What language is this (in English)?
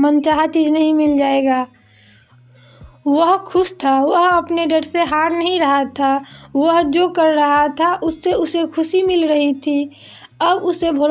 Hindi